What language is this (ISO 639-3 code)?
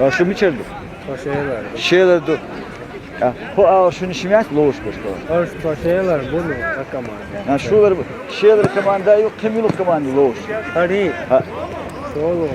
che